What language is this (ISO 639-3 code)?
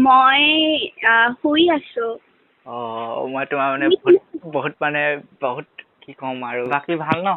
asm